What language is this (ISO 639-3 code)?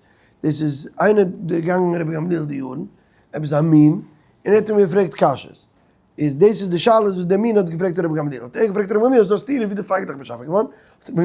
yid